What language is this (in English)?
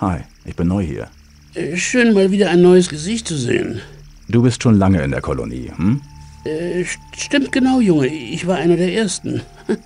Bavarian